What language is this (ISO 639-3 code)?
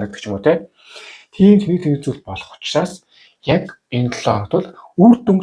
mon